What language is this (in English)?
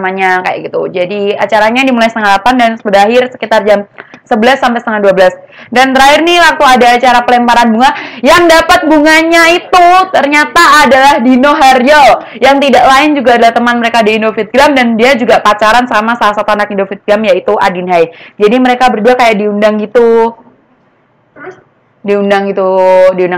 Indonesian